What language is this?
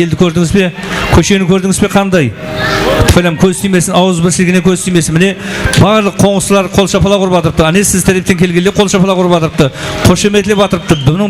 Kara-Kalpak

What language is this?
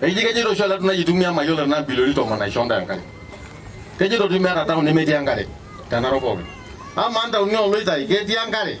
Masai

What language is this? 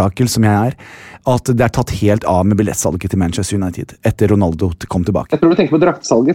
Norwegian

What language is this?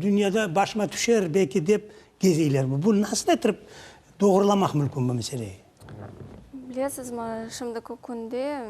Crimean Tatar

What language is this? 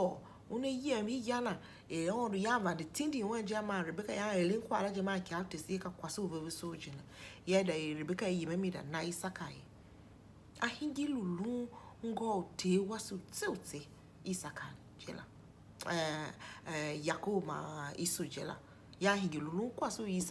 Tiv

